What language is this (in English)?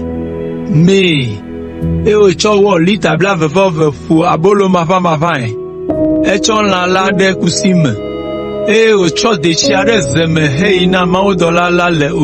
Ewe